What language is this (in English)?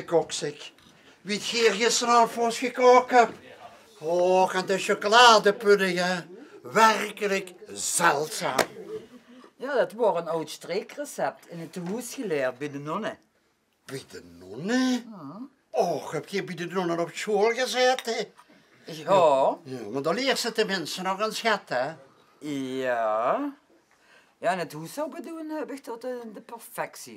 Limburgish